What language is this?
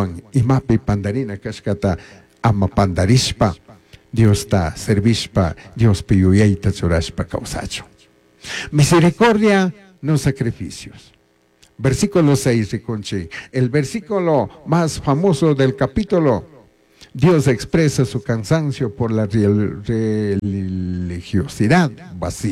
Chimborazo Highland Quichua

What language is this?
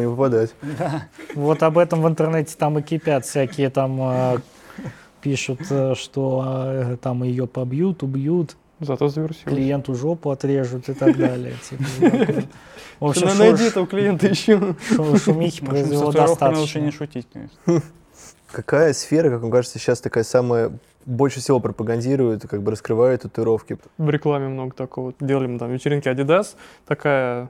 Russian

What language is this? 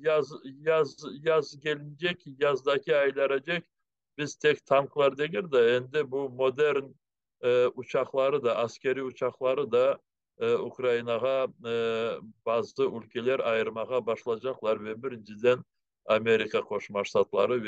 Crimean Tatar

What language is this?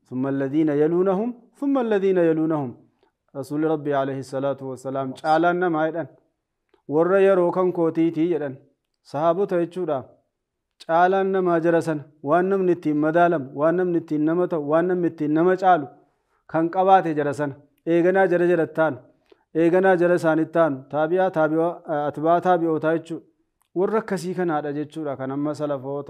Oromo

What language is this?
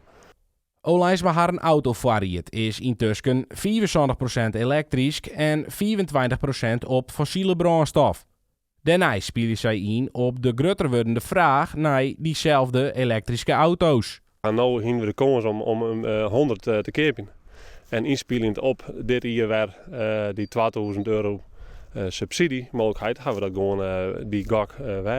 Western Frisian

